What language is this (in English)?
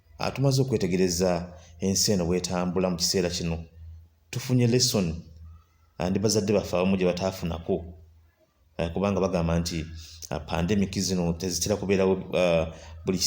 Ganda